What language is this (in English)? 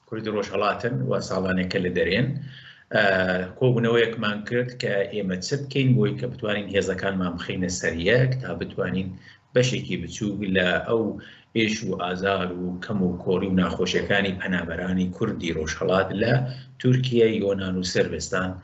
Central Kurdish